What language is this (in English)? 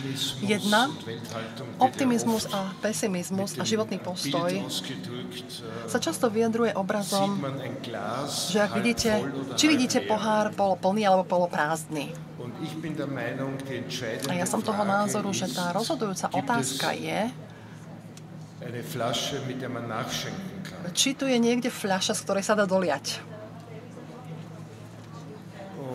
Slovak